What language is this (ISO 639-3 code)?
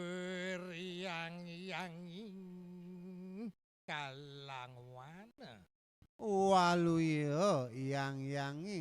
ban